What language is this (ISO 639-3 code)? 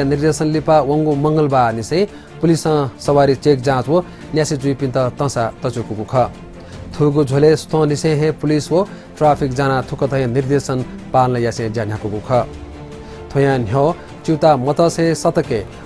new